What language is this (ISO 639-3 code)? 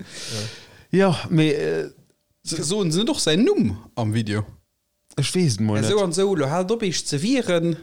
ltz